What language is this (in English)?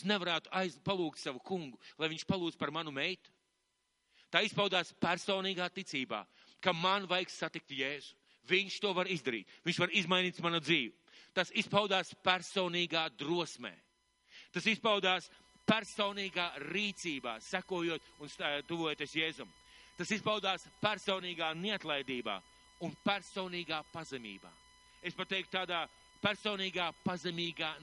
Latvian